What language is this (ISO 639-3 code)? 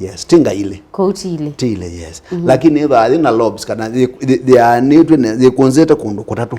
kam